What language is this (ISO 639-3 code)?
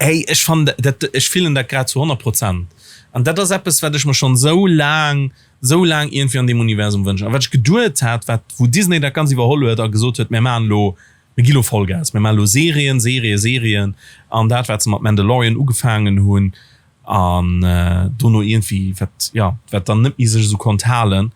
ltz